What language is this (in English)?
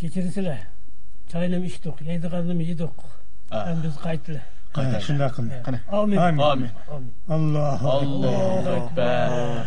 Uyghur